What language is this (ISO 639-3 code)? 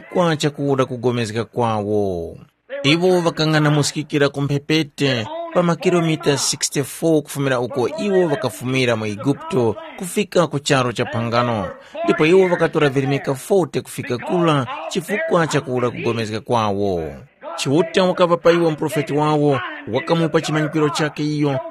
tum